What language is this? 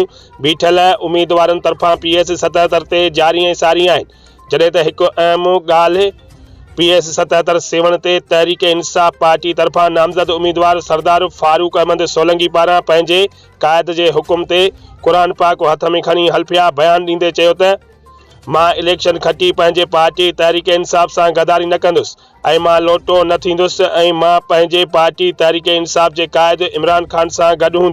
Sindhi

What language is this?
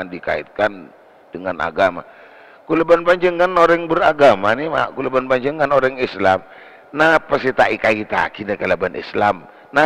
Madurese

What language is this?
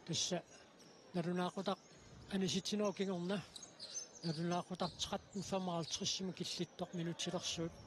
Kalaallisut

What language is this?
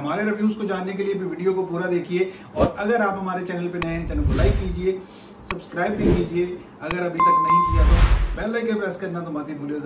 Hindi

